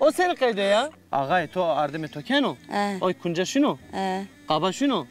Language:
Zaza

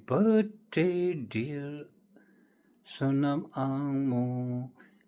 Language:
Tibetan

